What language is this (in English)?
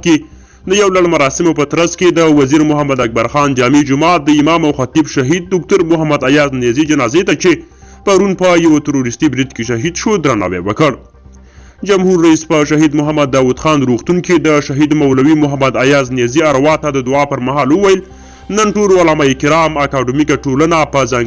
Pashto